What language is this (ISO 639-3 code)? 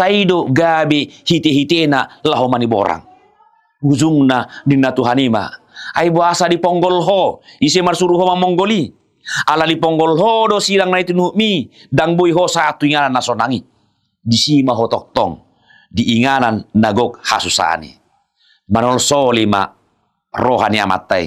bbc